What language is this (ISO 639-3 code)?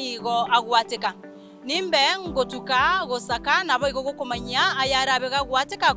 guz